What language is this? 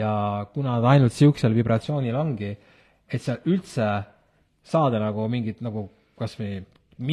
Estonian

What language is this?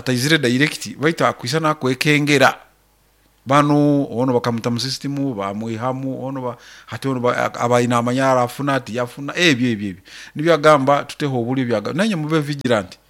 Nyoro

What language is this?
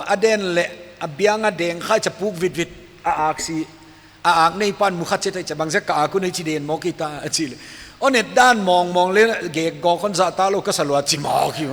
Paite Chin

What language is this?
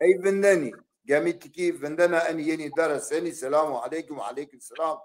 Zaza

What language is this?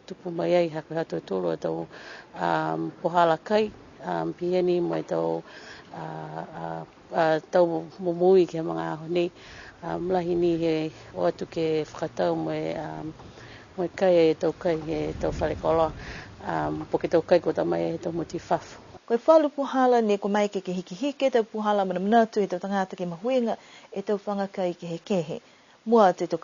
Niuean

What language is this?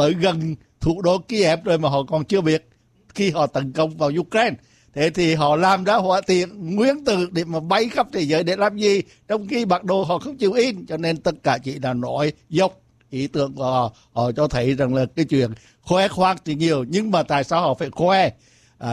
Vietnamese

